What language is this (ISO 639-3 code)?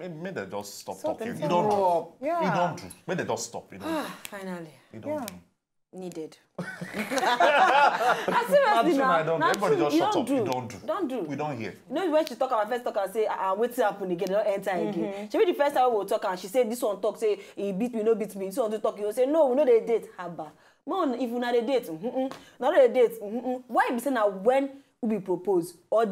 pcm